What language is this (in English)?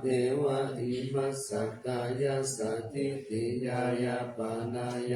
Pali